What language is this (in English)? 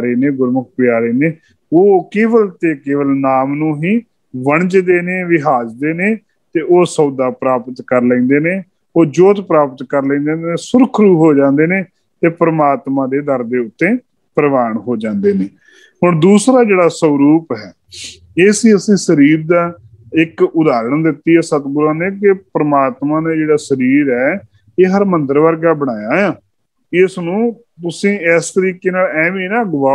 Punjabi